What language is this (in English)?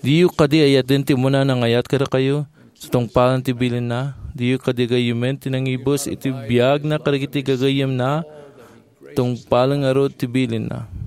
Iloko